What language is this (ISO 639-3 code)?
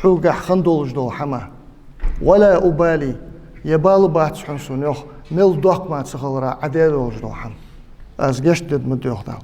inh